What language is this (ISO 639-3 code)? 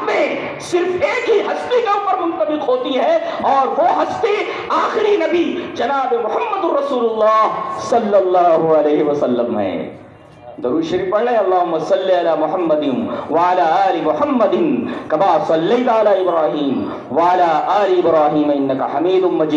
urd